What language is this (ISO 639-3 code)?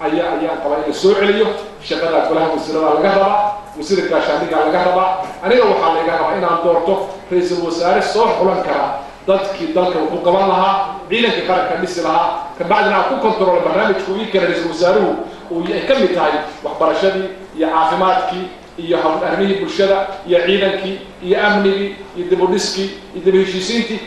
som